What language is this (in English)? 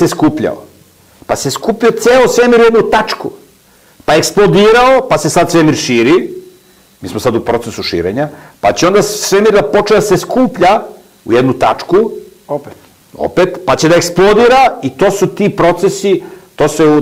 Serbian